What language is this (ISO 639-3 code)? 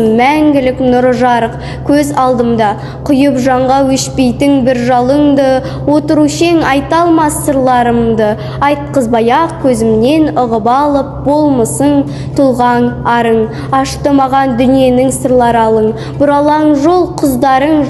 kaz